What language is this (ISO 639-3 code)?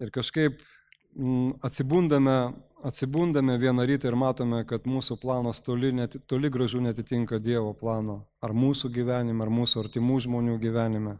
lit